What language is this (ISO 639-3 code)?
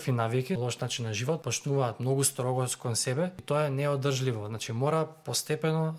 mkd